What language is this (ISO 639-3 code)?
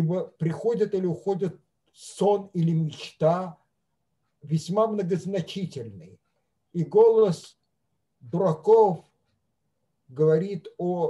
rus